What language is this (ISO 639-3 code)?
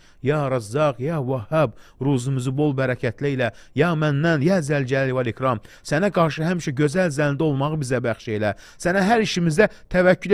aze